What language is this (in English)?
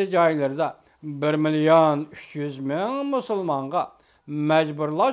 Uyghur